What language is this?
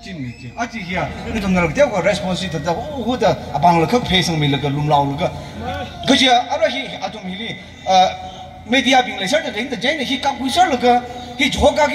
Tangkhul Naga (India)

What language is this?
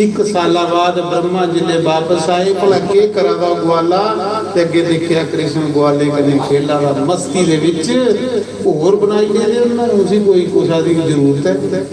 Dogri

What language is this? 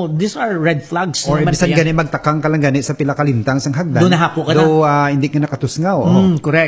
Hiligaynon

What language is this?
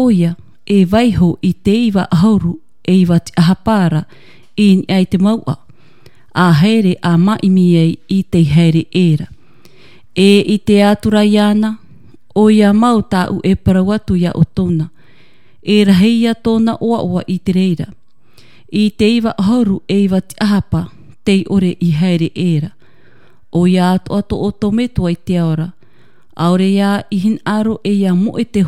Tahitian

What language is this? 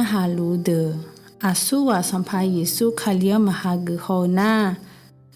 Akha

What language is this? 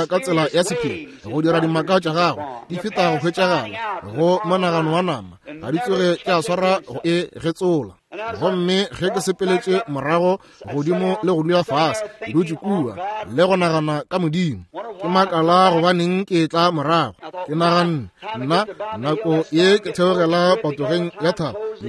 Northern Sotho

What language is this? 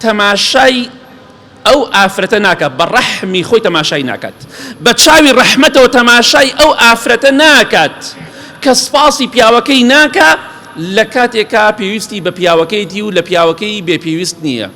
Central Kurdish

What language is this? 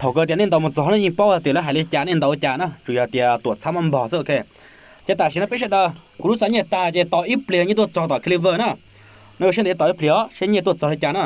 Hmong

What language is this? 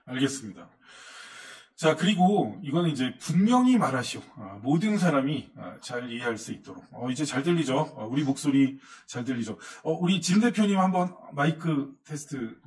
Korean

